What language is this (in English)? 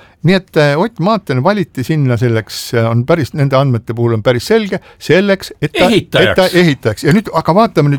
Estonian